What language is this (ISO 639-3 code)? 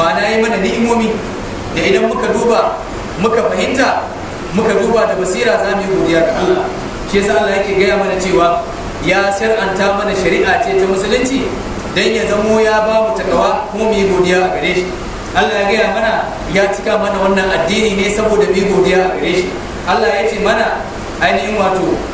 hau